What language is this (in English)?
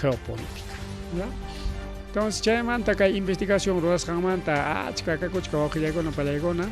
Ayacucho Quechua